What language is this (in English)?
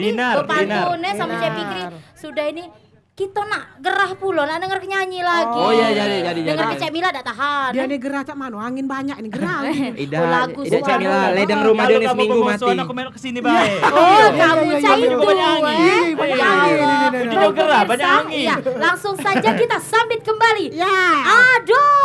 Musi